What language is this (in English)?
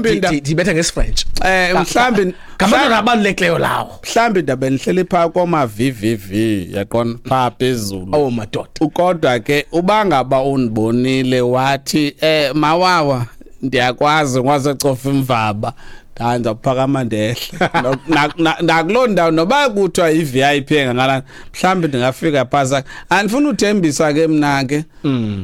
Xhosa